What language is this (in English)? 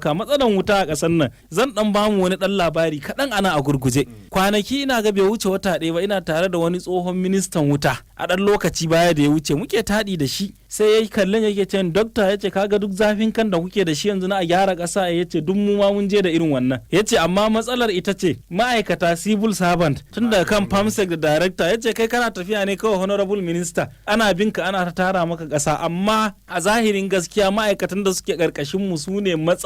Hausa